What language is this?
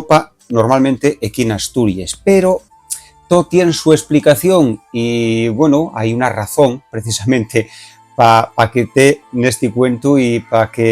Asturian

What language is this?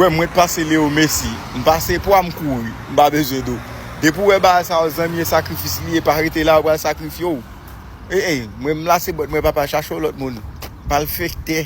Haitian Creole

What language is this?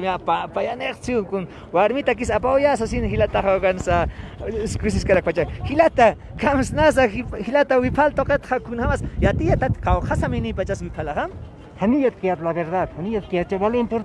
Aymara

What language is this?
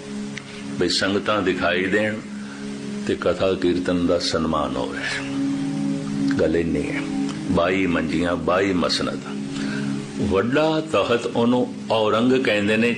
Punjabi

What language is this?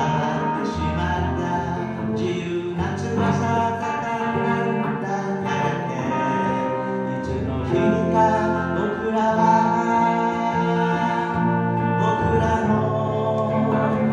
Japanese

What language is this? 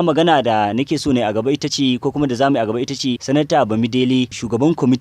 Hausa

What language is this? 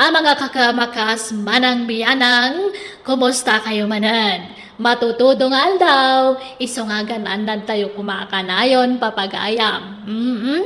Iloko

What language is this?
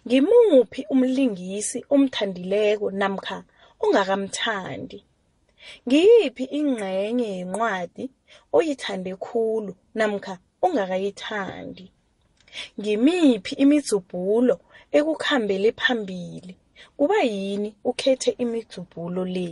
South Ndebele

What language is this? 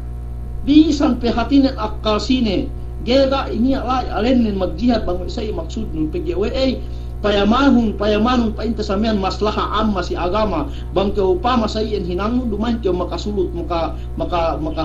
Yakan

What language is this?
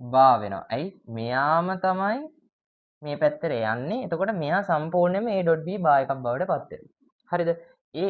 Sinhala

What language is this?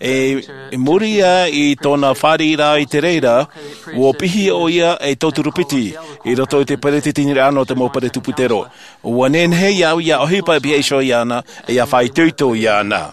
Tahitian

